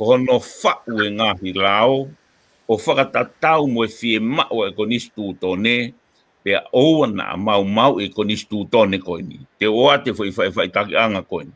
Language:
Tongan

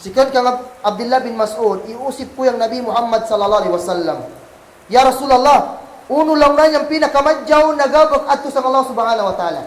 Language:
Kagan Kalagan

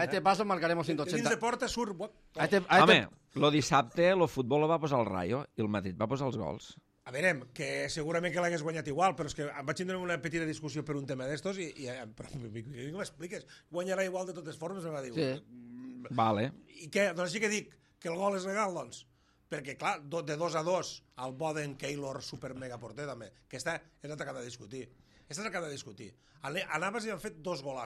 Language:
Catalan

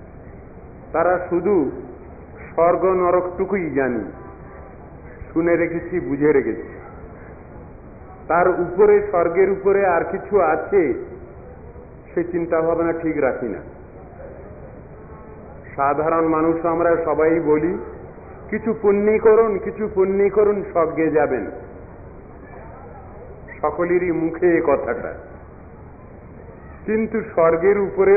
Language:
Bangla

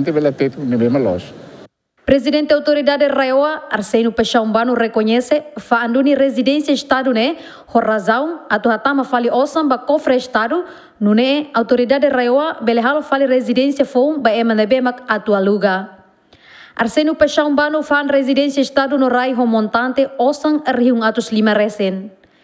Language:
Tetum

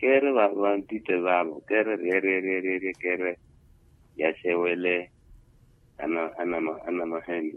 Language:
Makhuwa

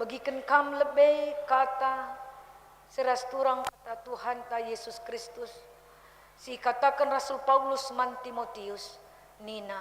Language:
Batak Karo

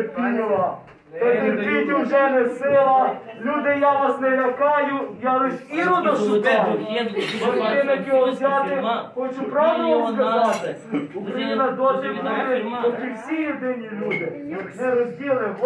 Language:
Ukrainian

